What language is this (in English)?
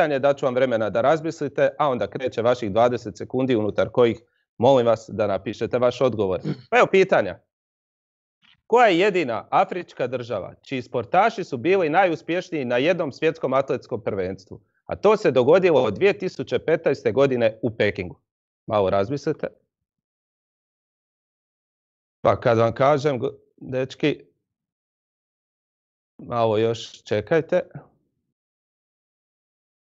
Croatian